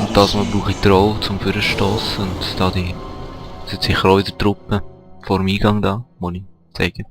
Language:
Swiss German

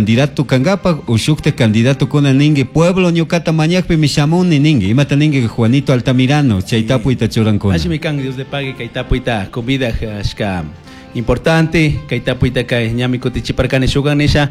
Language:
Chimborazo Highland Quichua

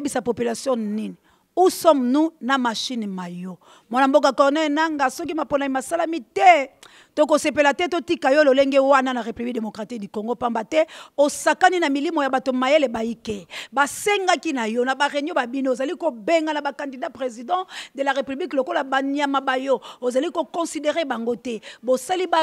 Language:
Lingala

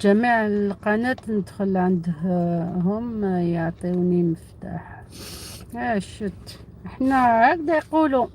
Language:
Algerian Arabic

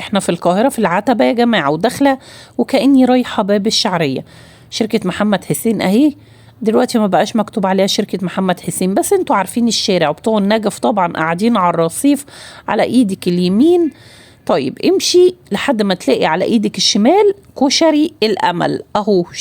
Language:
Egyptian Arabic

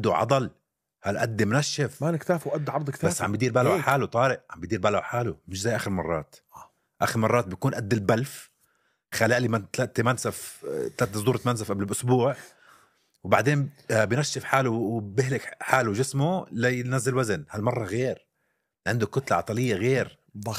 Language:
North Levantine Arabic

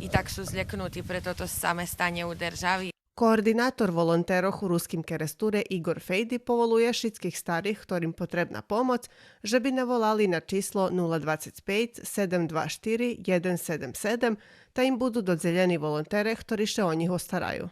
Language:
Rusyn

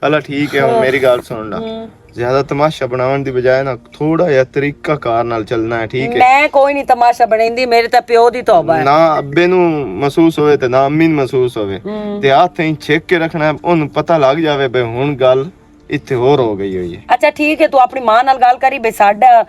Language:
Western Panjabi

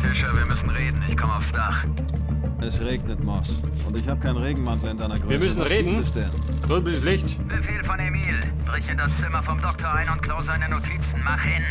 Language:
Bavarian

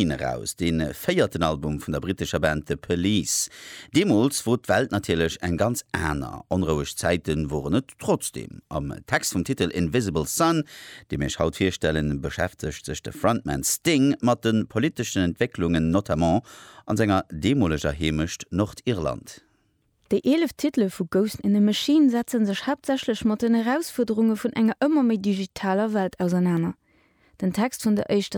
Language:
Luxembourgish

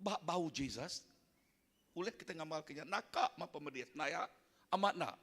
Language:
Iban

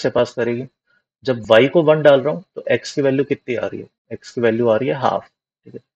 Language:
Hindi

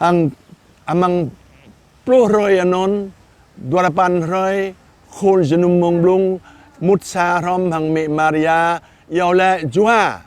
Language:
Jarai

